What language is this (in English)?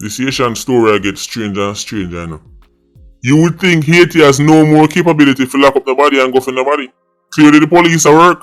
Jamaican Creole English